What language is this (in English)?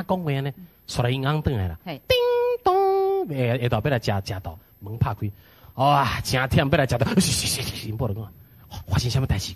Min Nan Chinese